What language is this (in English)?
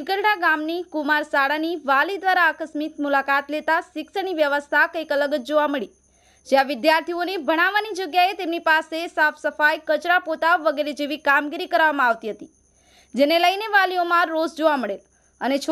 Gujarati